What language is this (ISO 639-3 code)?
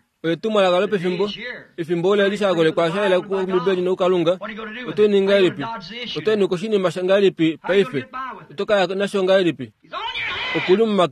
kua